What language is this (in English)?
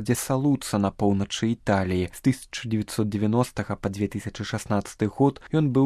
Belarusian